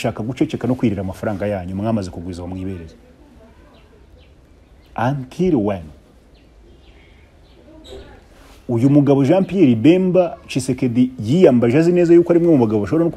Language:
Kinyarwanda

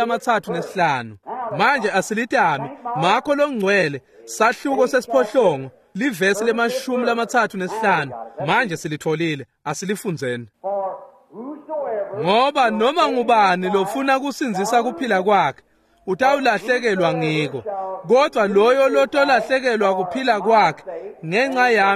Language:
Swati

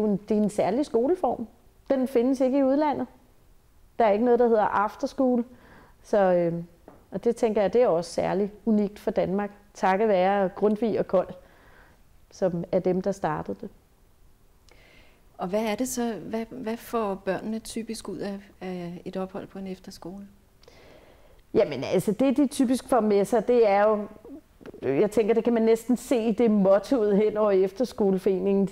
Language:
Danish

